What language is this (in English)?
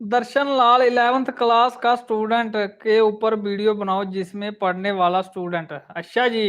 Dogri